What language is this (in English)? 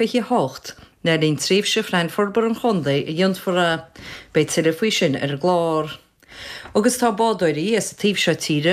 Irish